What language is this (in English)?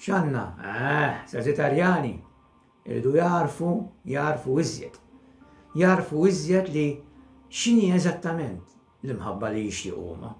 Maltese